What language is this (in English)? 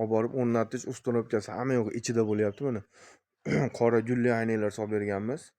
Uzbek